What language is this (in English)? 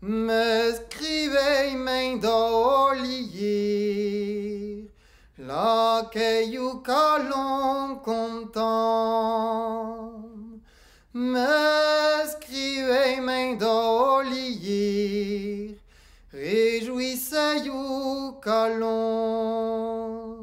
Breton